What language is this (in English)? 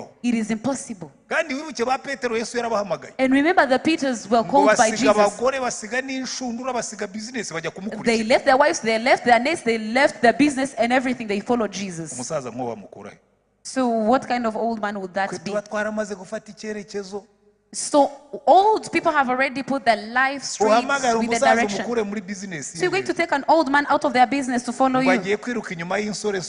Kinyarwanda